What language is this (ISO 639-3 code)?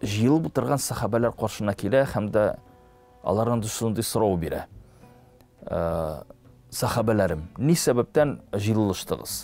tat